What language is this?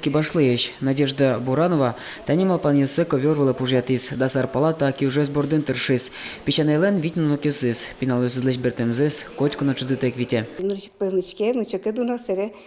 Udmurt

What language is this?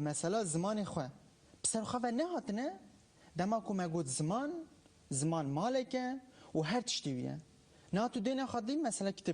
Kurdish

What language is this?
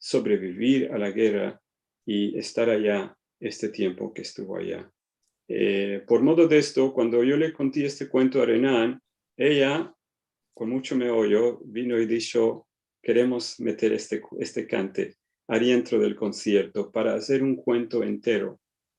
Ladino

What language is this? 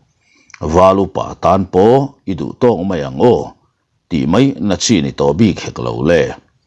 Mizo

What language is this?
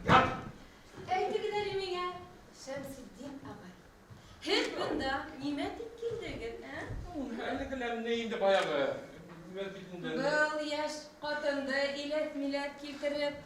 Bashkir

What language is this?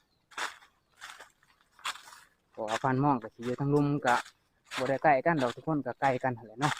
Lao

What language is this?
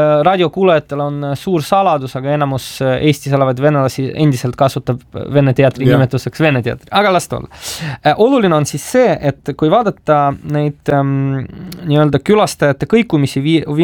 Estonian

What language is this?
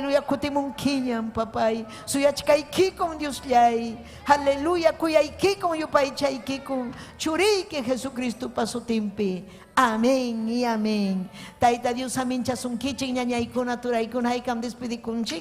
Ayacucho Quechua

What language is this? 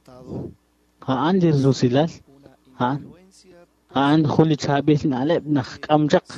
Kekchí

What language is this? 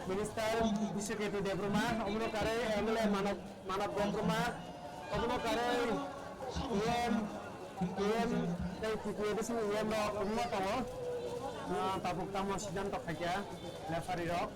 Kok Borok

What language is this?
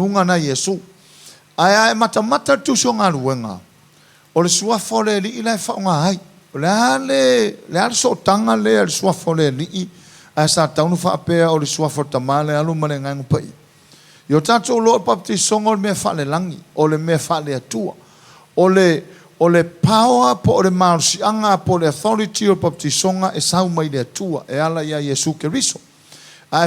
Samoan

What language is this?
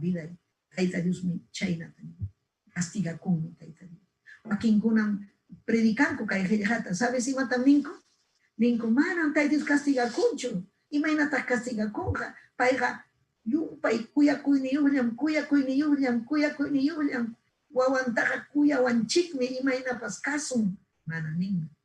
Ayacucho Quechua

